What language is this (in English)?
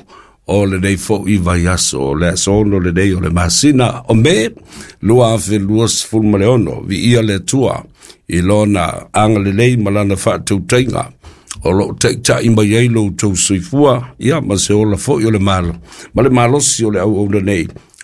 Samoan